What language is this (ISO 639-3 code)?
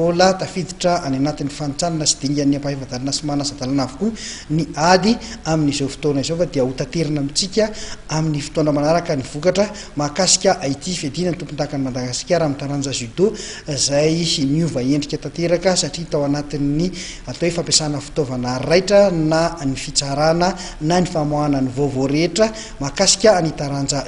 mlg